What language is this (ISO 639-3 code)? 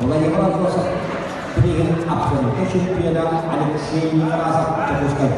sah